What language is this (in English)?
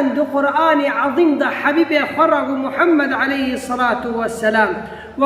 Kurdish